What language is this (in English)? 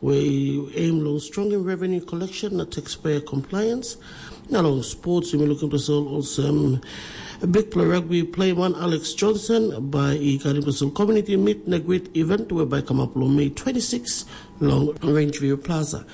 Tok Pisin